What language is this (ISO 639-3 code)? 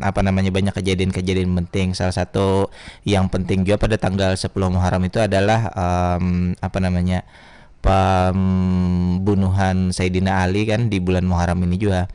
bjn